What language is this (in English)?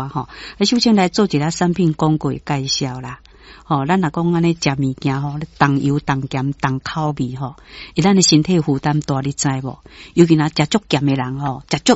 Min Nan Chinese